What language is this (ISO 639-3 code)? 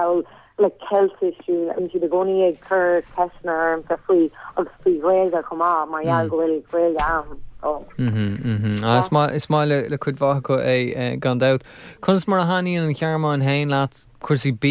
gle